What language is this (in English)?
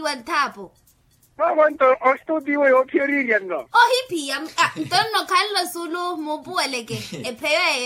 Makhuwa